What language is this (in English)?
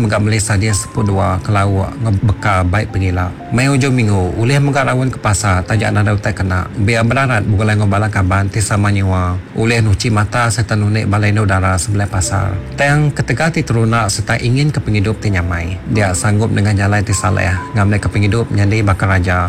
Iban